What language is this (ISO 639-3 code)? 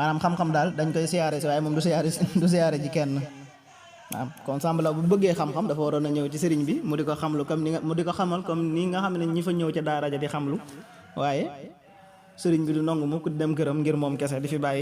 wol